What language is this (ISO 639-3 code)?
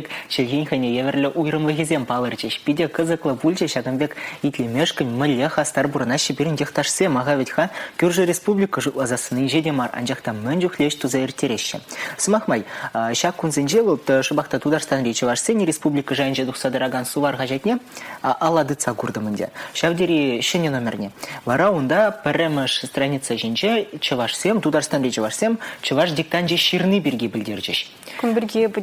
chv